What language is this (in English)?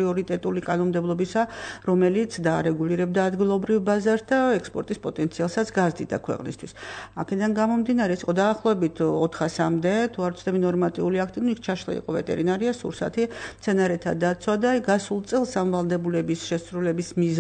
Georgian